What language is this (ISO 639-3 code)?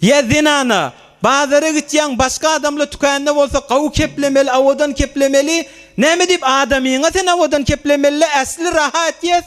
tuk